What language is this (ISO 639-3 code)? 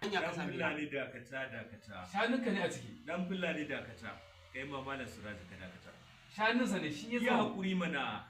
hau